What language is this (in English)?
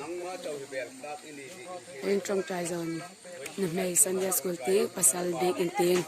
Hmar